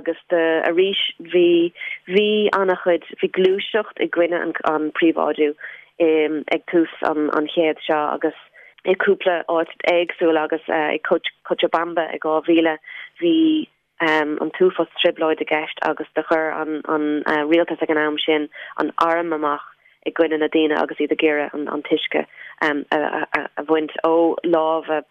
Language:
Irish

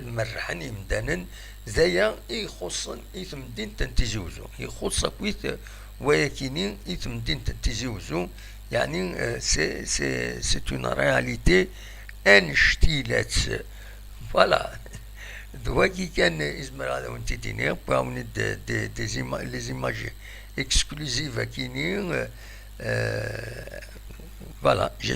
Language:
Kabyle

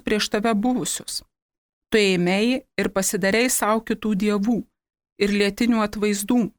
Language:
Lithuanian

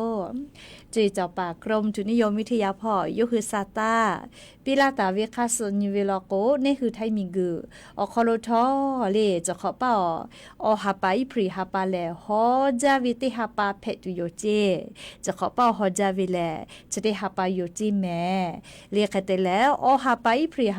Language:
Lahu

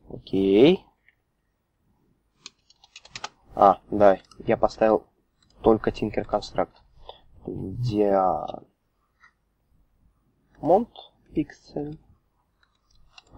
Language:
Russian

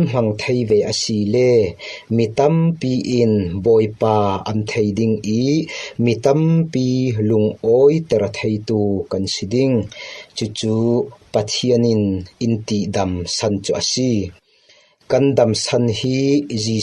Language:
Falam Chin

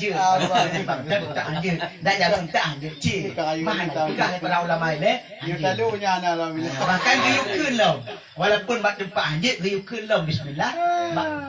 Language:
Achinese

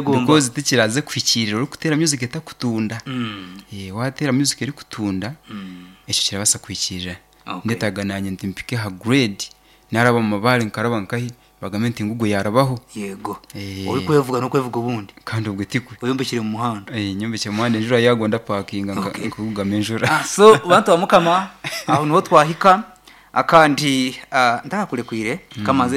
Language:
Nyankole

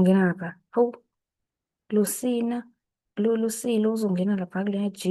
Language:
Zulu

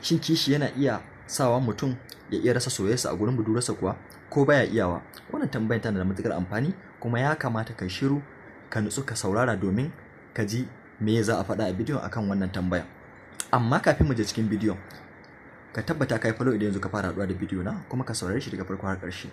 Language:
Hausa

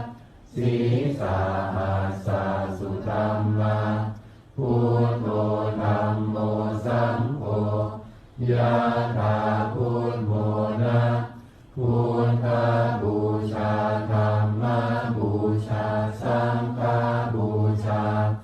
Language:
Pali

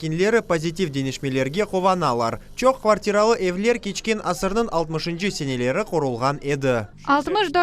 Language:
Crimean Tatar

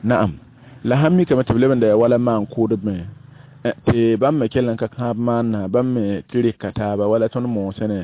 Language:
Mossi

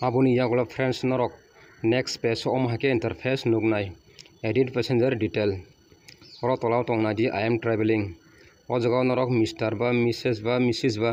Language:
Kok Borok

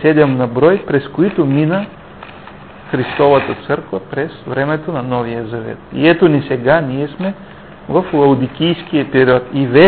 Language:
Bulgarian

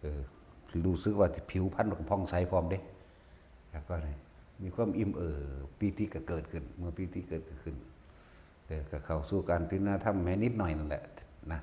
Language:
Northeastern Thai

